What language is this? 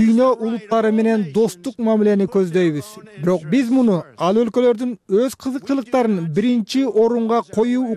Kyrgyz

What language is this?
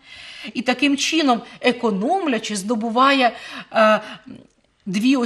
Ukrainian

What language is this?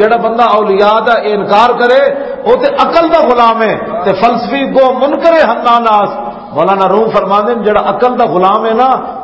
Western Panjabi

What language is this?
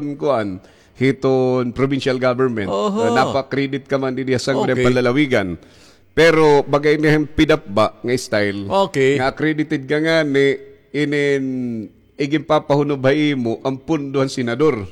Waray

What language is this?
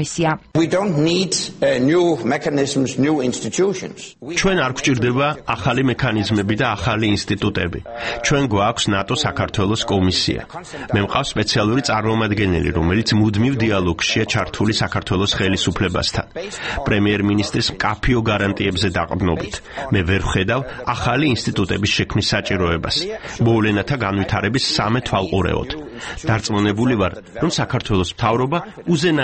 Georgian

